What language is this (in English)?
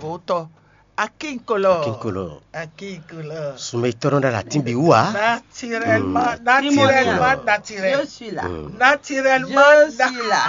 Fon